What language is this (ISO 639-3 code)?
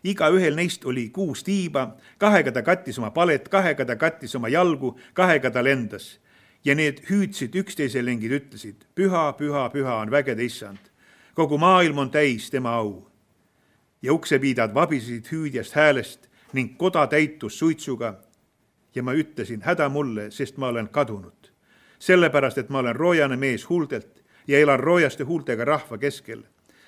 est